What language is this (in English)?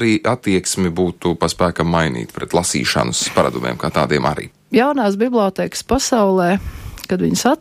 Latvian